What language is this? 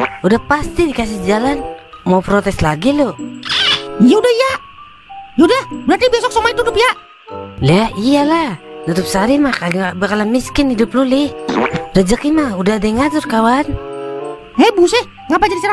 Betawi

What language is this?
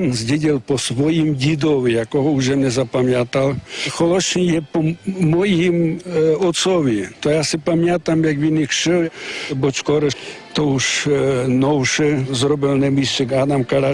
Rusyn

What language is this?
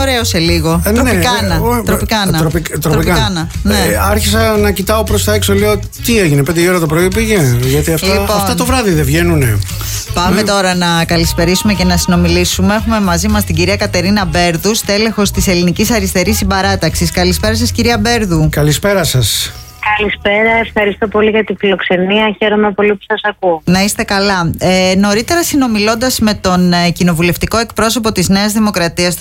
Greek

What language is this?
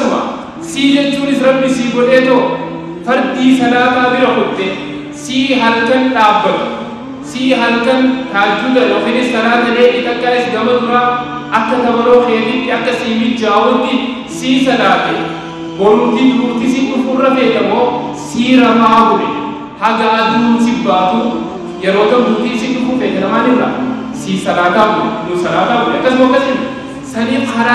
Oromo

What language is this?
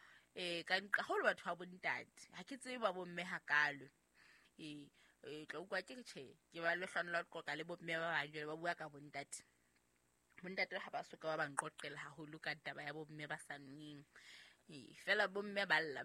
Southern Sotho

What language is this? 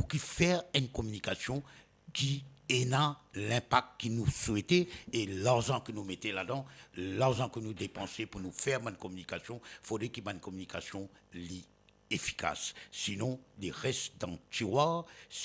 Morisyen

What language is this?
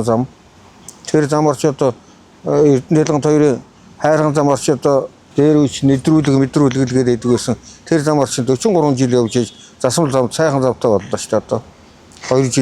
Mongolian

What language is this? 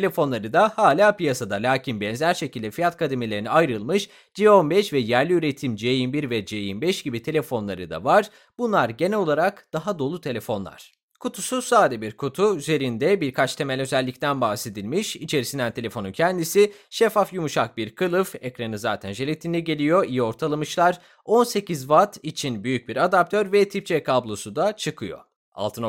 Turkish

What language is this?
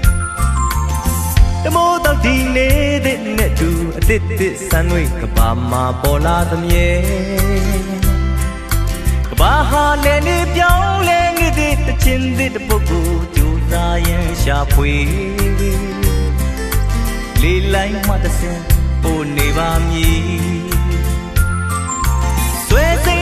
Burmese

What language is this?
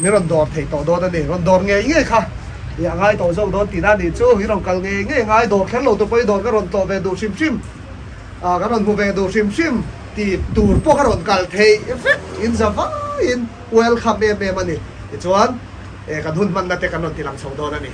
Mizo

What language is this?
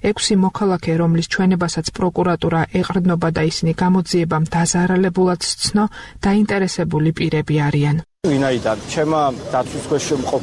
Georgian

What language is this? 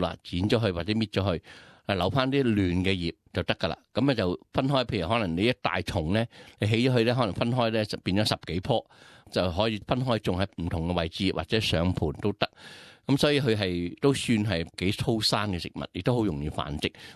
Cantonese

